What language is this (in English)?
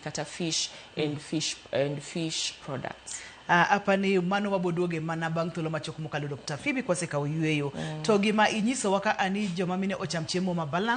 Luo (Kenya and Tanzania)